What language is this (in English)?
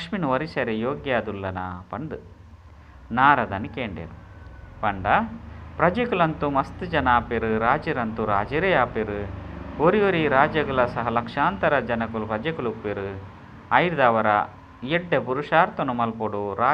Tulu